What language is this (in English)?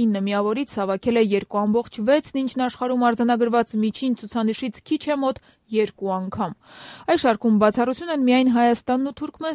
Armenian